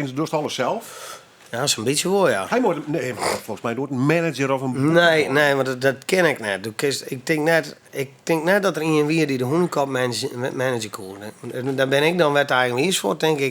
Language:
Western Frisian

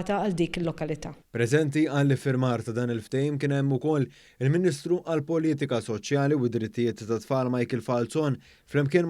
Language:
Maltese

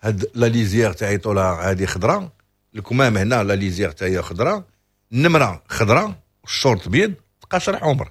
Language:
Moroccan Arabic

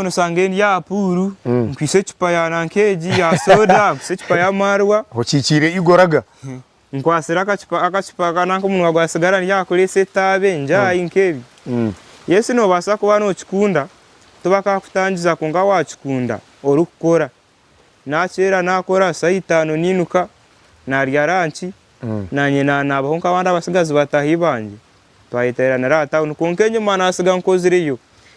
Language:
Nyankole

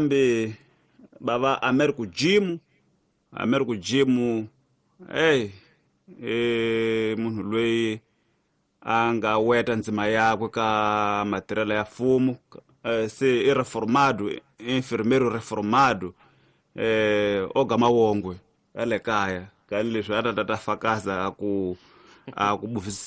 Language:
Tsonga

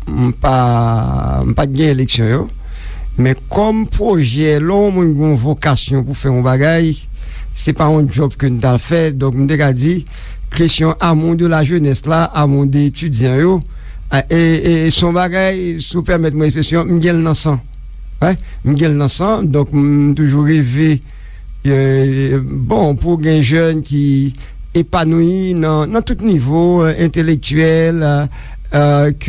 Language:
Haitian Creole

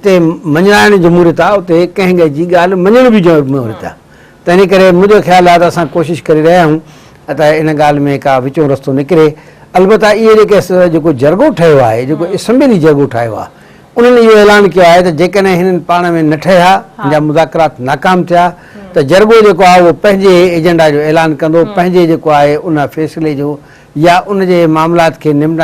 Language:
Sindhi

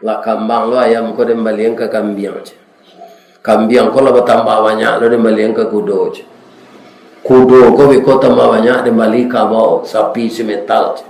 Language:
Minangkabau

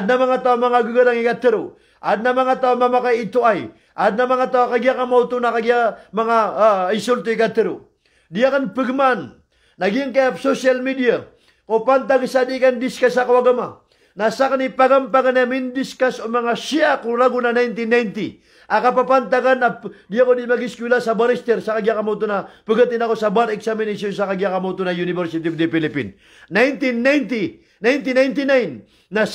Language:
Maranao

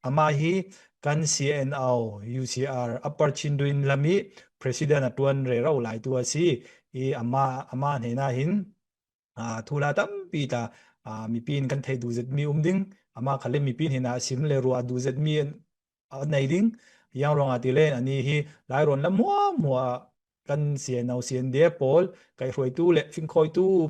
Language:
Falam Chin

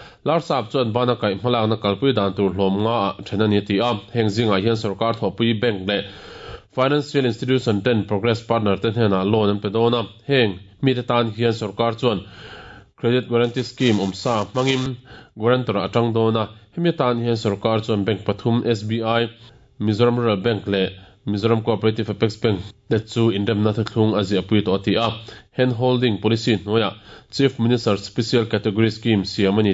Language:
Mizo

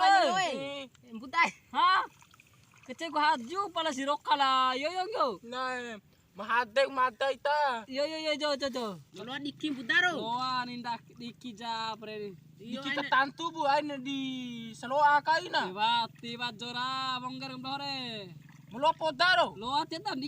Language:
Bima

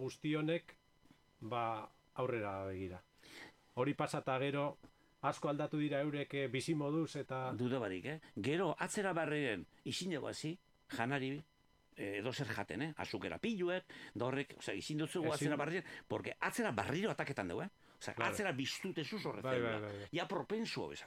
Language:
Basque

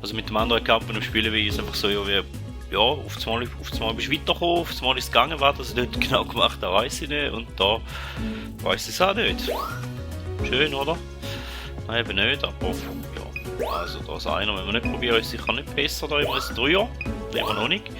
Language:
Swiss German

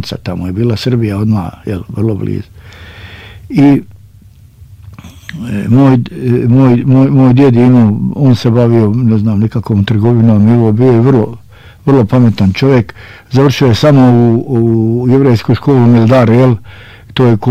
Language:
Bosnian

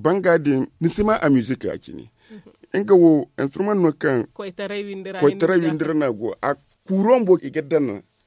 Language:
Zarma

